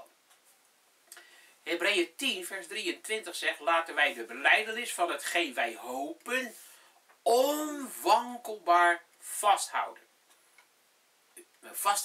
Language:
Dutch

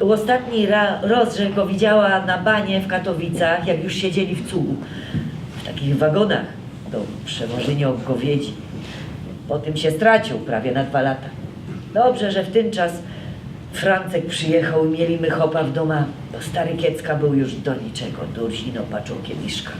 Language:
Silesian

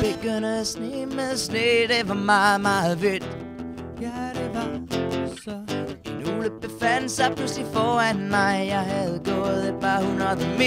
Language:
Danish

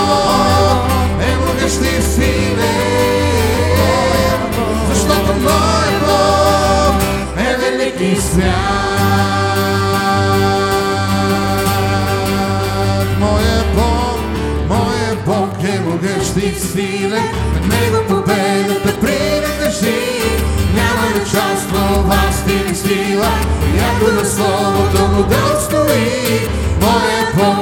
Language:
Bulgarian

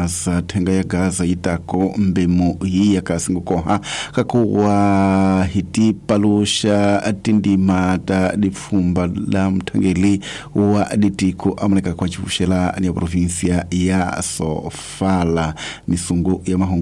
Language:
Tsonga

